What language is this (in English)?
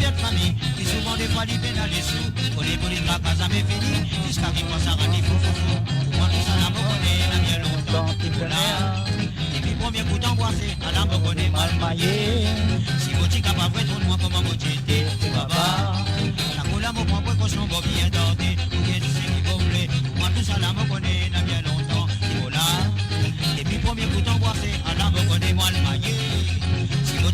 Morisyen